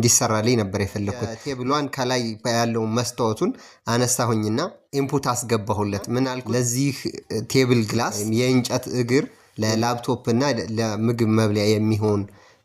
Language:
Amharic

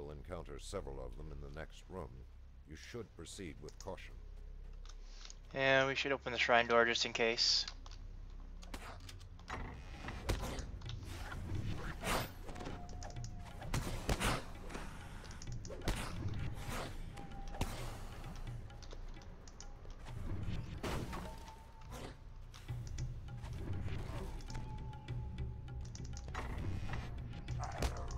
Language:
English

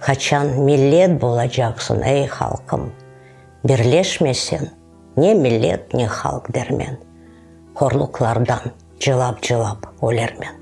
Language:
Crimean Tatar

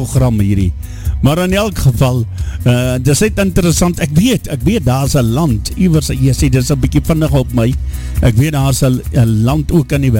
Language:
Afrikaans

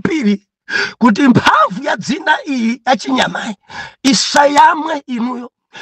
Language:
Nyanja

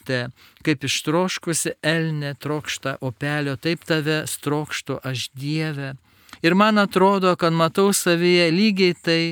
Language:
Lithuanian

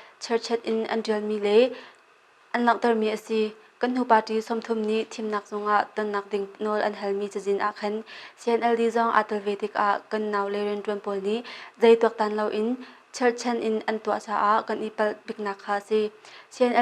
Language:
Hakha Chin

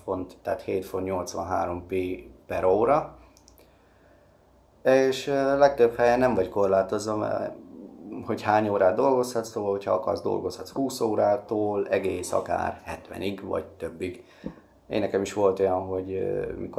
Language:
Hungarian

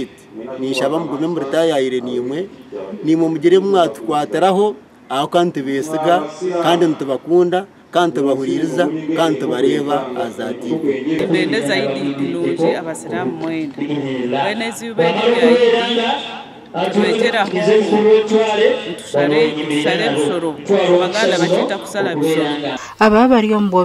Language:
Nyankole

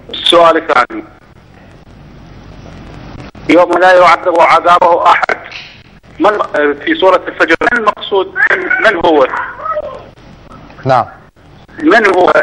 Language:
Arabic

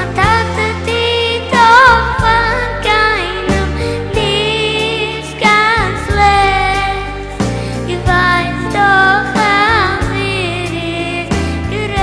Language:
Yiddish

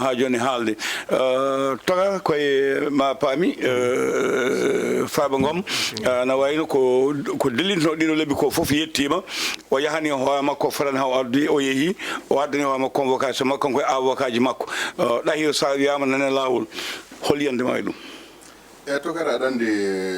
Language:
Fula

